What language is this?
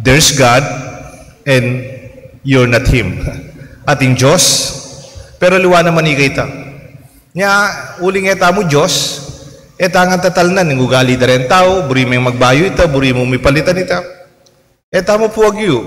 Pampanga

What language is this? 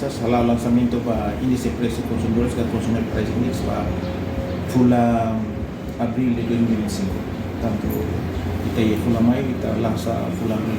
Tetum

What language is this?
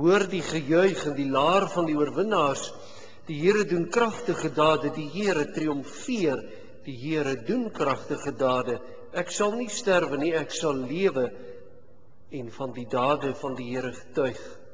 Afrikaans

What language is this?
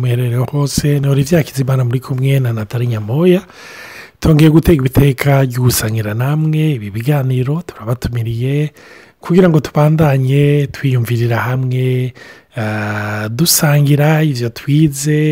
Rundi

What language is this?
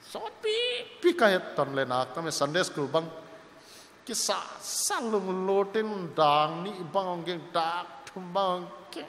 Paite Chin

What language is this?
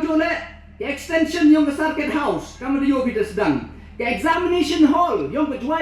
Pnar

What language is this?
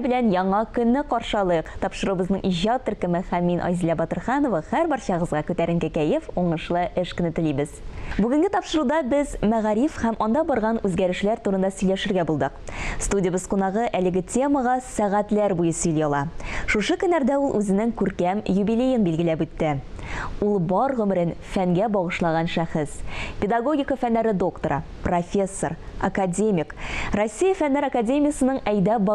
Tatar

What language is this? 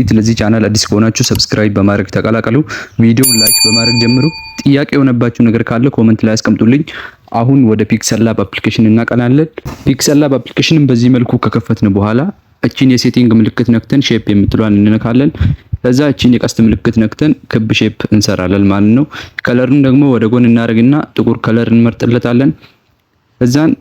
Amharic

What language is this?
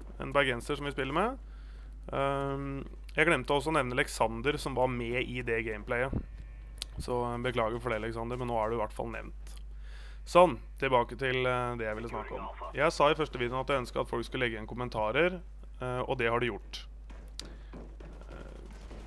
Norwegian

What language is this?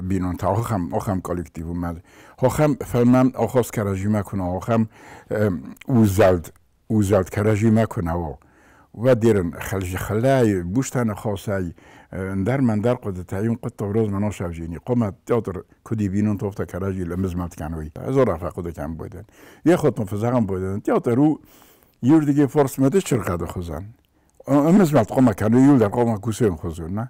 Ossetic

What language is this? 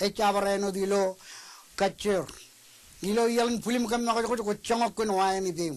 Marshallese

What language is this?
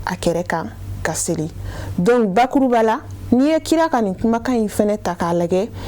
Bambara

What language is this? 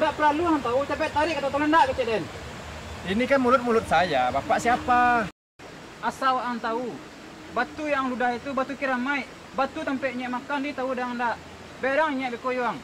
Minangkabau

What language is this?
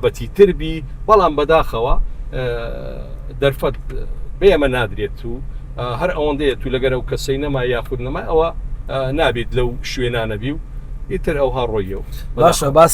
Central Kurdish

